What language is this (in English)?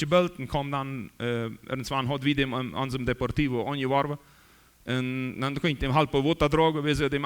Plautdietsch